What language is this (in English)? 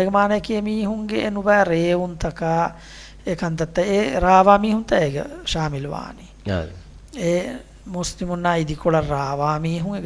Divehi